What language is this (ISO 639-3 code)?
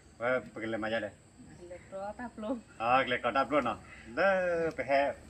ksw